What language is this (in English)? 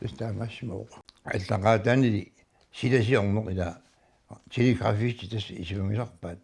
Kalaallisut